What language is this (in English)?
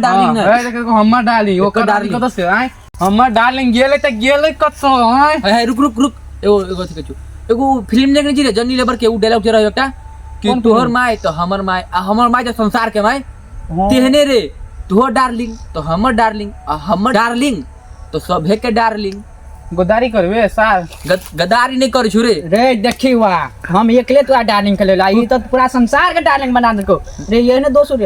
Maithili